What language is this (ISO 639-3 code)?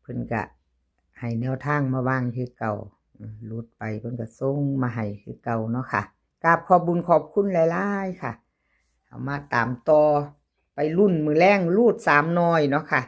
tts